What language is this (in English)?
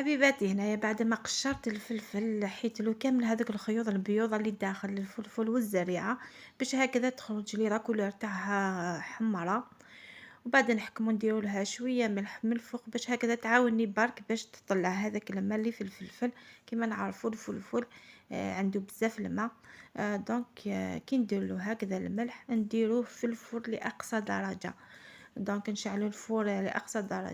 Algerian Arabic